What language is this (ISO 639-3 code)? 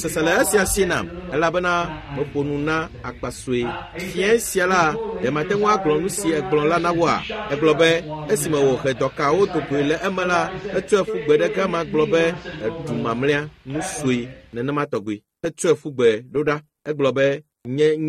ewe